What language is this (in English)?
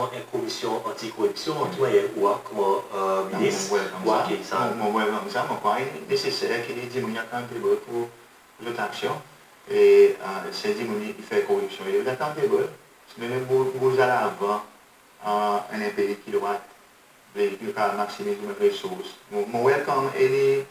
Seselwa Creole French